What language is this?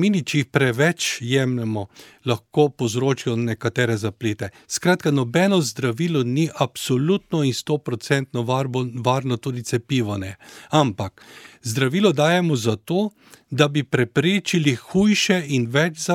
Slovenian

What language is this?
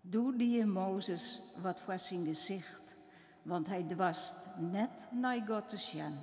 Western Frisian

